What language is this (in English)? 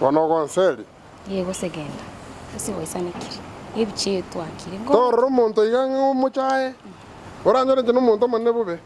Gusii